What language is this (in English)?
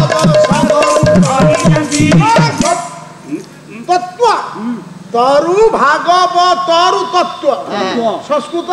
Odia